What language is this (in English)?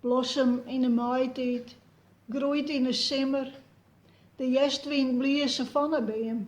Western Frisian